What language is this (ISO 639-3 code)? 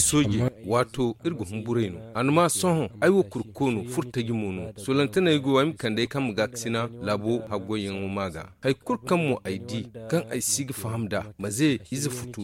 dje